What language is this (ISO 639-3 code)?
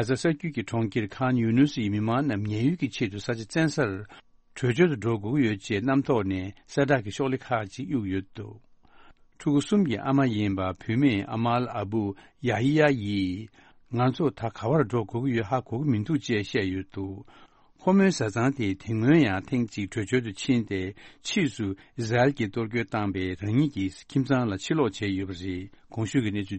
bod